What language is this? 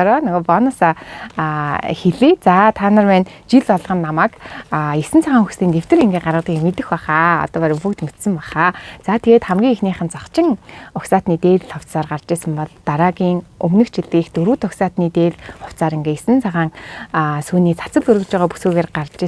Mongolian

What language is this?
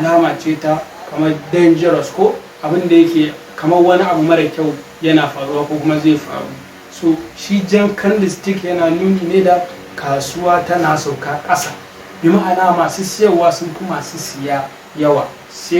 Hausa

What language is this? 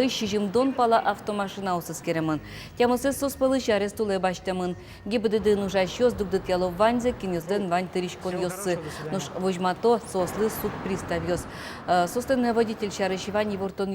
Udmurt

